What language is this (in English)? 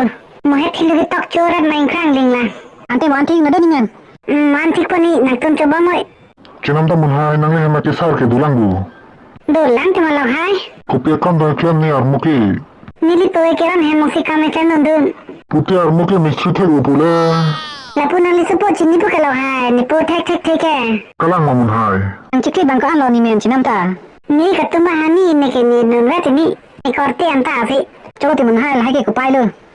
Karbi